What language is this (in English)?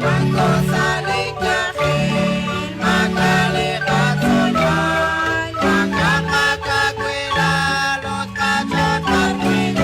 Kekchí